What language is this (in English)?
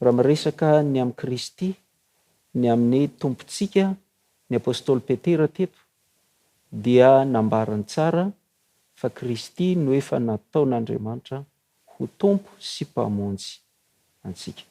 Malagasy